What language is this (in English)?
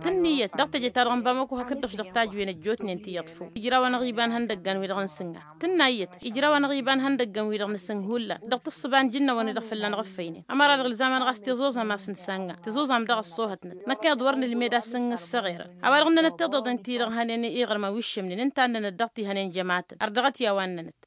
Tamasheq